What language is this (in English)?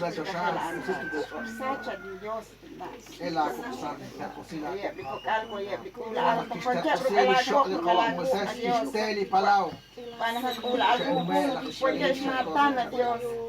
Kekchí